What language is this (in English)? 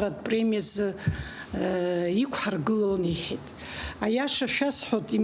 Abkhazian